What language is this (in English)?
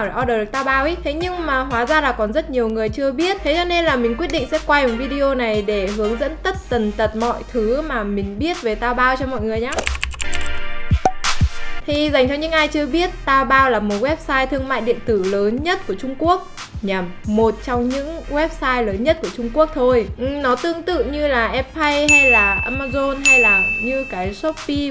Vietnamese